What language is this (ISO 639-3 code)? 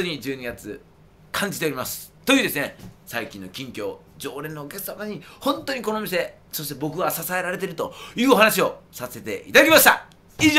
jpn